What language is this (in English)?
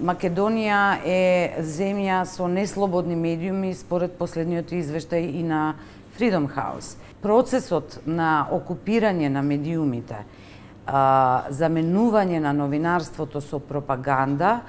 Macedonian